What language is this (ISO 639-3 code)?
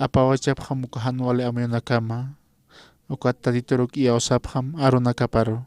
aym